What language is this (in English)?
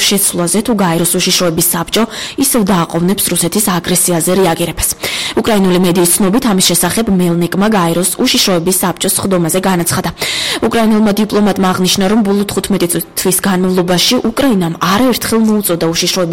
Georgian